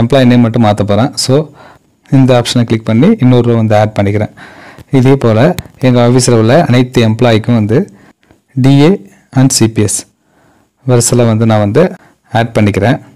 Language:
Tamil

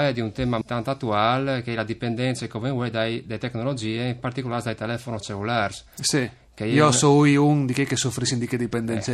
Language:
Friulian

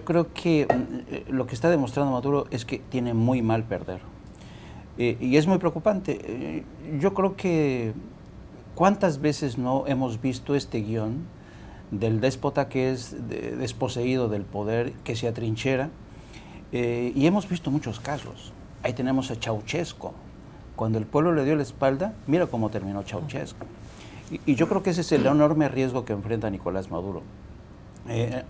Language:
Spanish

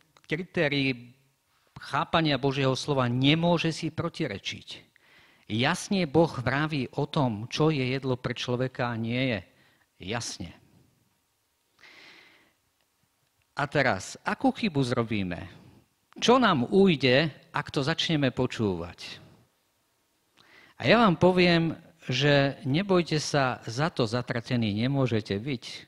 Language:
Slovak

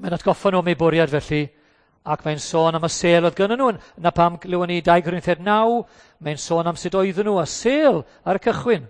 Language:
Welsh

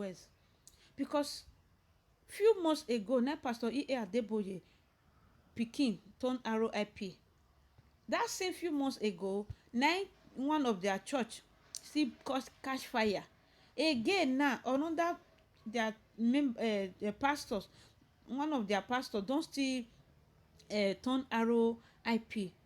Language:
Nigerian Pidgin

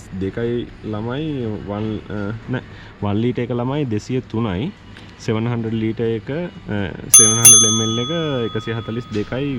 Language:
Sinhala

